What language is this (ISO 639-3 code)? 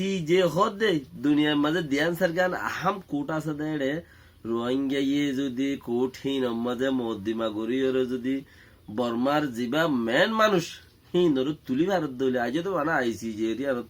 rhg